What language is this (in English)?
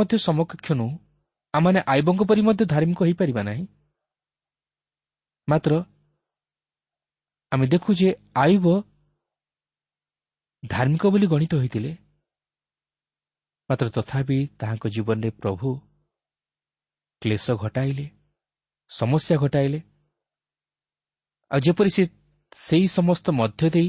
Odia